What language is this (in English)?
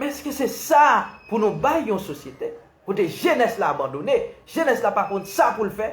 Haitian Creole